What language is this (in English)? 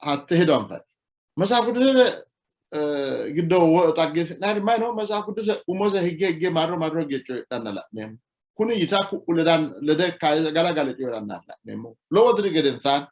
Sidamo